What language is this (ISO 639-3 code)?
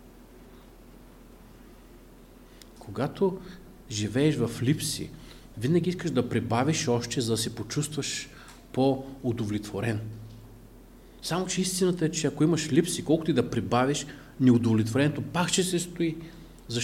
bul